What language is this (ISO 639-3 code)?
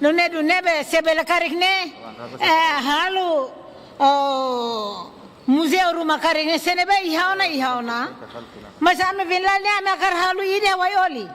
tet